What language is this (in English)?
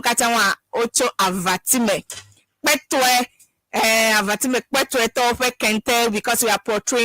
Ewe